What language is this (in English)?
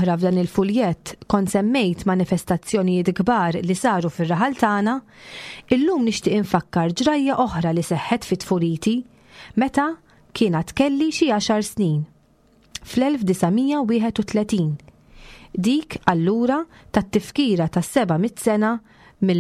Maltese